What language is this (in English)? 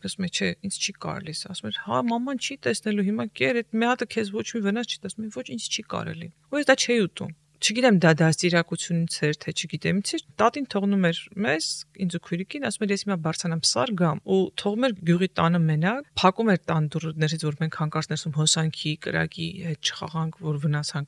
Armenian